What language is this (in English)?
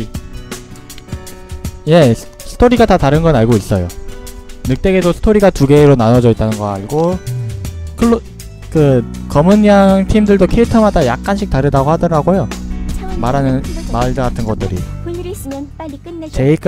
Korean